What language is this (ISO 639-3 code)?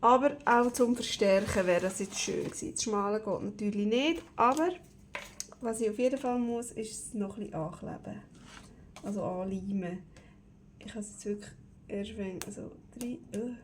gsw